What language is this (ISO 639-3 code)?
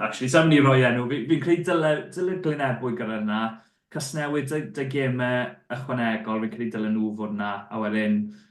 cym